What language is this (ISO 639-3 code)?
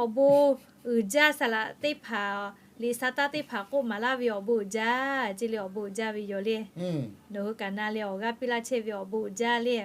lhu